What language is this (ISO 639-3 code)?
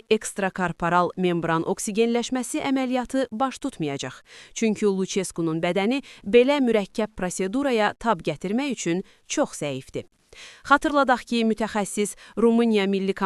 aze